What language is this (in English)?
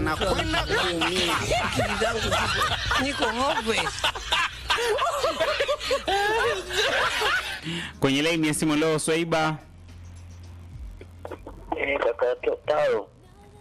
Swahili